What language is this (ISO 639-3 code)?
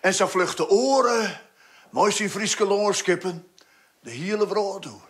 fry